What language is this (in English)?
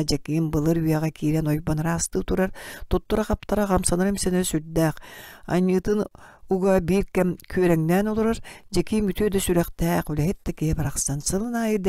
Yakut